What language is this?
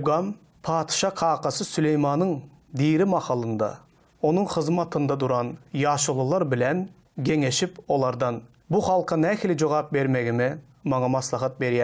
Turkmen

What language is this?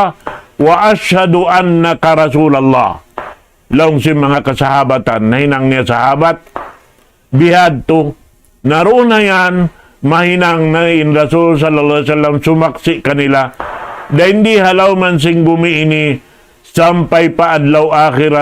Tausug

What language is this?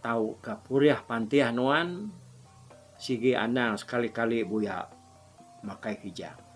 Iban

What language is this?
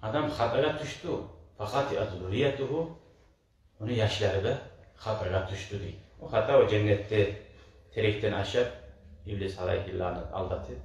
Kumyk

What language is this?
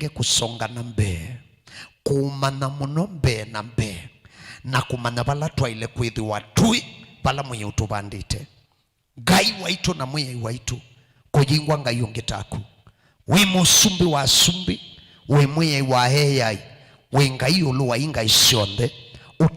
Kamba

